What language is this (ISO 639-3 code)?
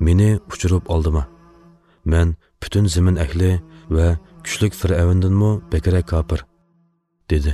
uig